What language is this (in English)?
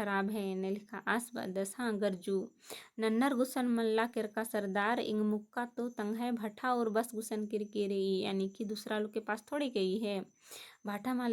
Kurukh